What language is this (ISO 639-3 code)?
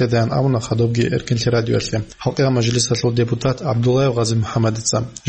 ava